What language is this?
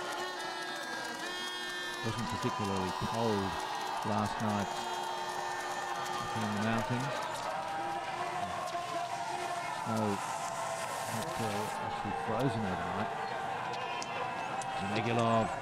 English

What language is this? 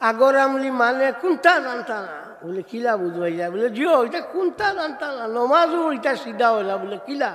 Sylheti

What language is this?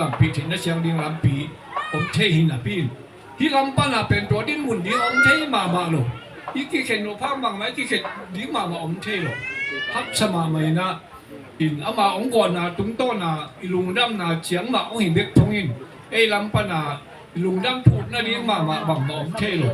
Tedim Chin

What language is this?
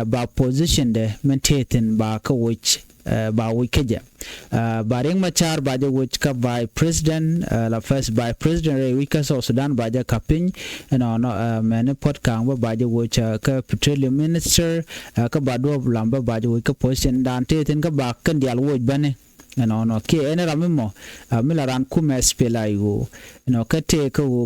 Nuer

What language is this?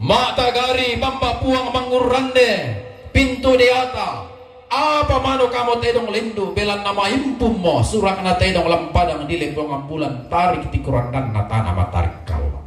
Toraja-Sa'dan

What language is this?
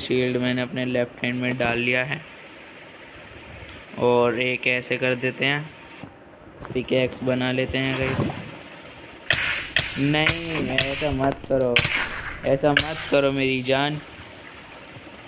Hindi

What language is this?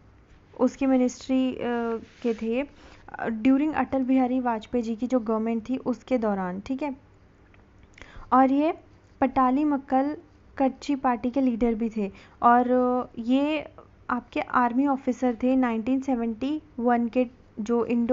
Hindi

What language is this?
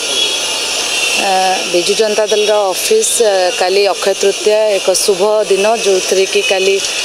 Odia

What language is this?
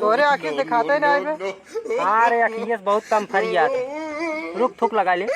Awadhi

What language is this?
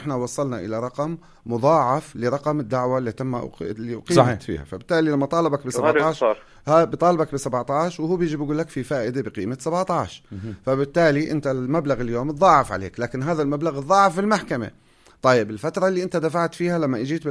North Levantine Arabic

